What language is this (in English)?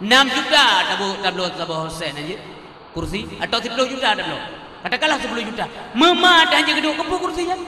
Achinese